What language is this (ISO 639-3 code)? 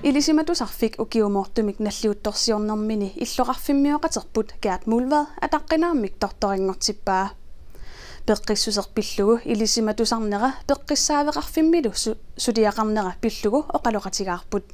kal